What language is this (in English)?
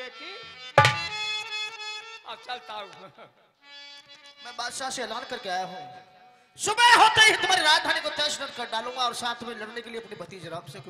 Hindi